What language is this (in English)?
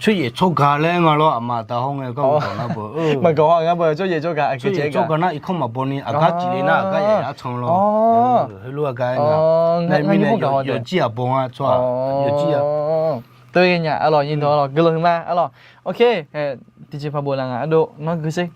Akha